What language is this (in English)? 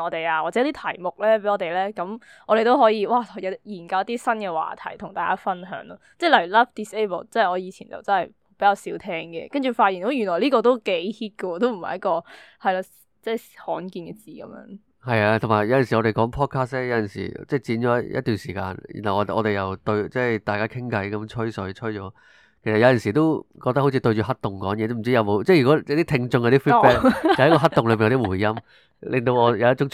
Cantonese